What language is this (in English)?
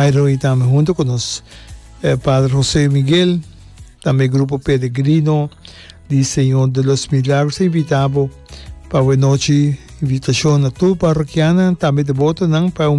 Papiamento